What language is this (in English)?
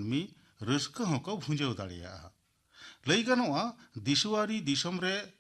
Santali